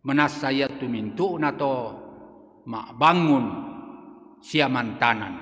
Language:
Toraja-Sa'dan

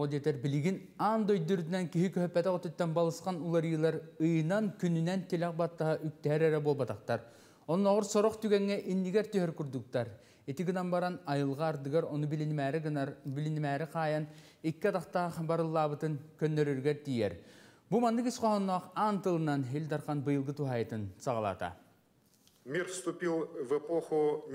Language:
Yakut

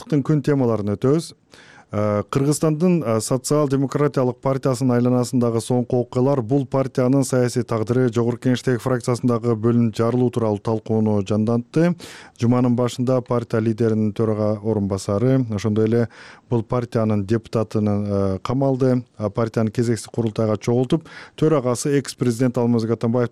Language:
Kyrgyz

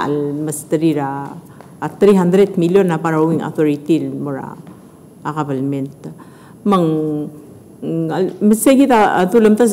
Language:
Palauan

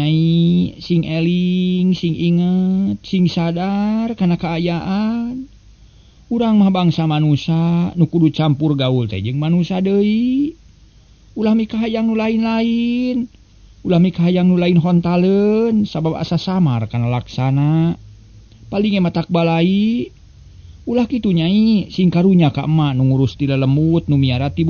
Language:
Sundanese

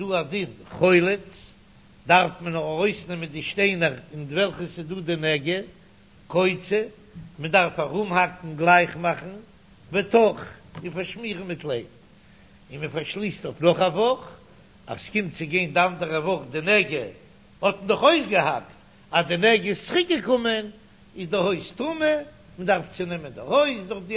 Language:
Yiddish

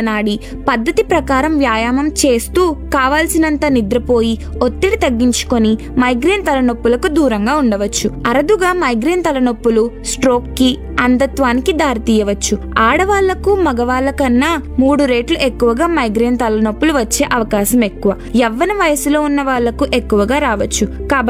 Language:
Telugu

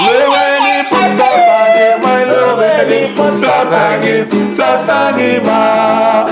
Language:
Fijian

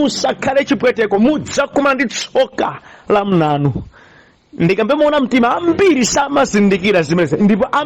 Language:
Nyanja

